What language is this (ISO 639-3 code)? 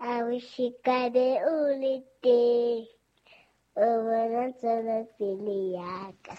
sot